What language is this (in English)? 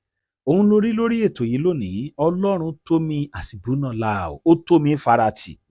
Yoruba